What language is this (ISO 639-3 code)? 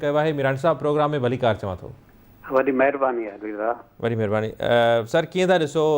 snd